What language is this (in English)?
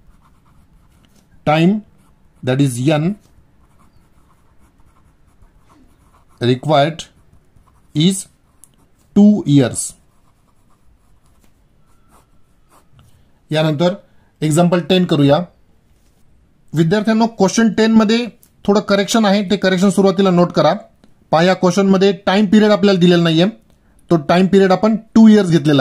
Marathi